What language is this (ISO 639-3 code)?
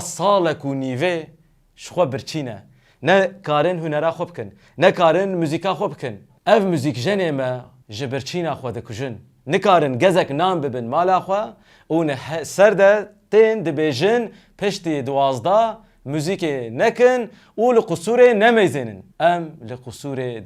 kur